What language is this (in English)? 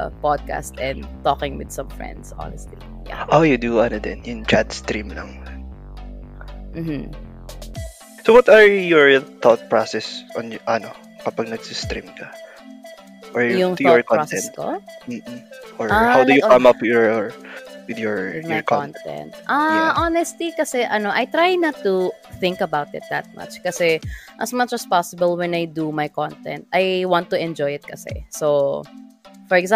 Filipino